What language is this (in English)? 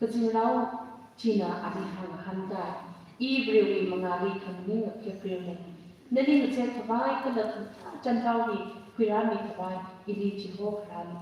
Tangkhul Naga (India)